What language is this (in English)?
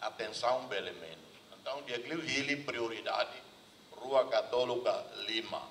Tetum